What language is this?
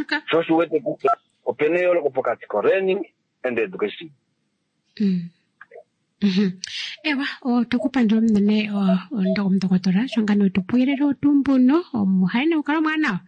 Kuanyama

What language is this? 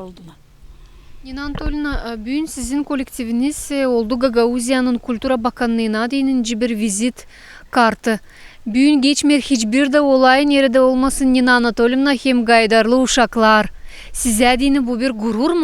Gagauz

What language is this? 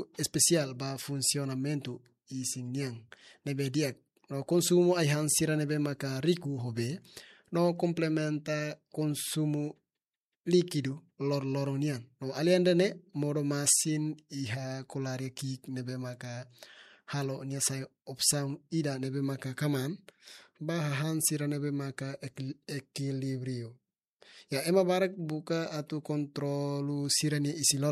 Tetum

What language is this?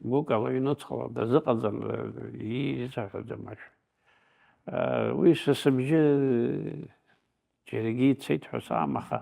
Abkhazian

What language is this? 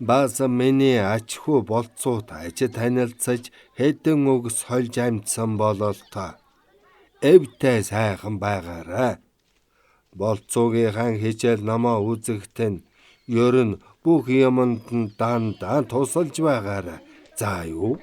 Mongolian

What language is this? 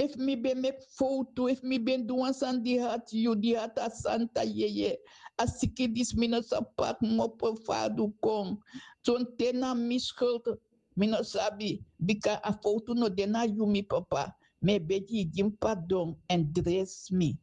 Sranan Tongo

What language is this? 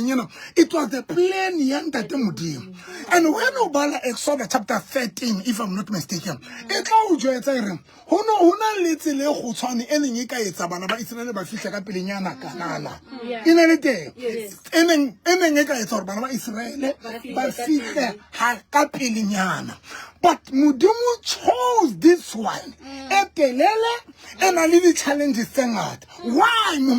Southern Sotho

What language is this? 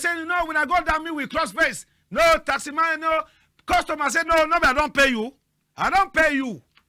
Cameroon Pidgin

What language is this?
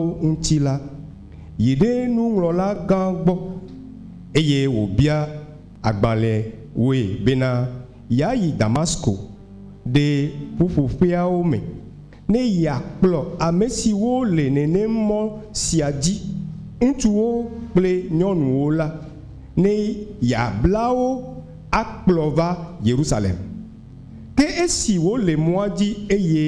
Ewe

